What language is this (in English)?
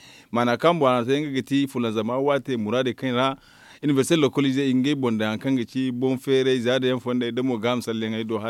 Zarma